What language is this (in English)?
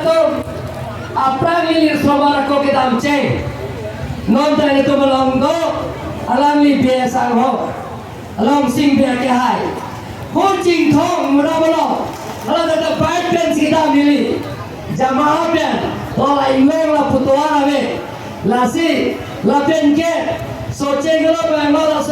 Karbi